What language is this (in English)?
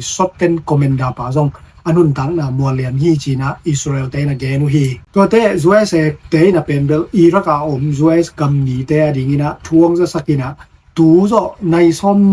Tedim Chin